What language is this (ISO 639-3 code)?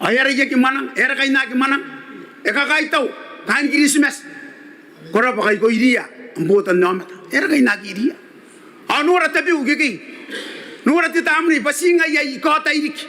gil